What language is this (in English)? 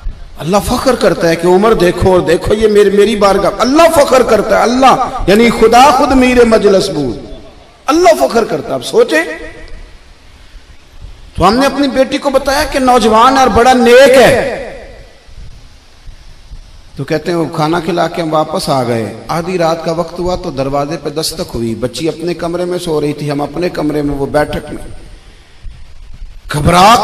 Urdu